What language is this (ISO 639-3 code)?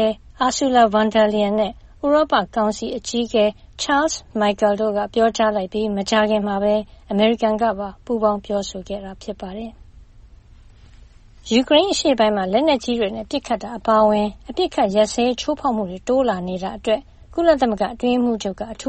mya